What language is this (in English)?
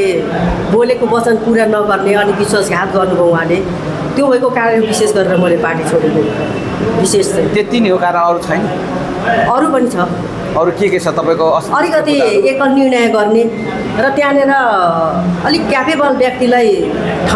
Nepali